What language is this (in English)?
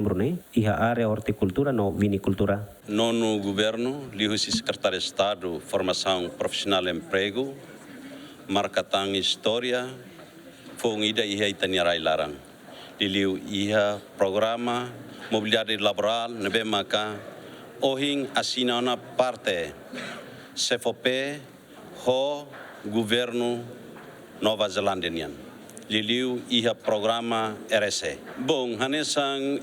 Tetum